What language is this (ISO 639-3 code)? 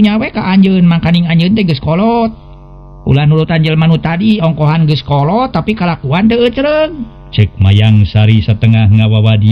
sun